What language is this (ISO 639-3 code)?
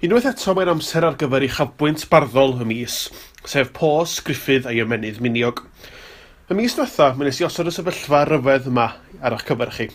cym